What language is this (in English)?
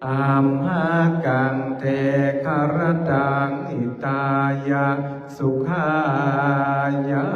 Pali